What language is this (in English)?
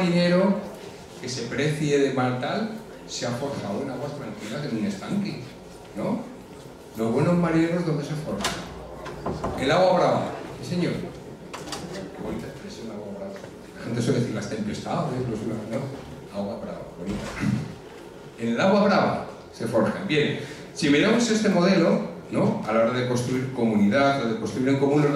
Spanish